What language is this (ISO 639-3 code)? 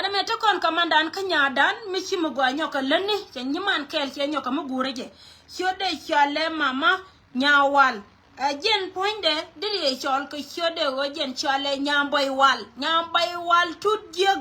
nus